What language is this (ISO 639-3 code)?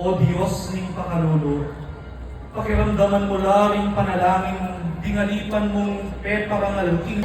pam